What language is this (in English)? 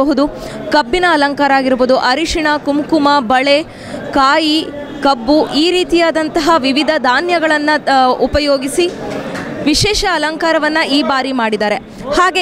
Kannada